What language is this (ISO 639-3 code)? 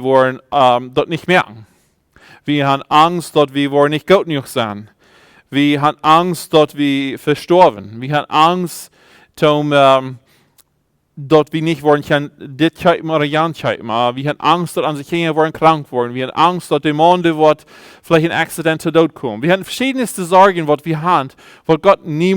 pdt